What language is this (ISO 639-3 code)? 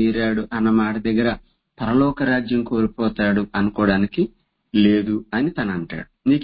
tel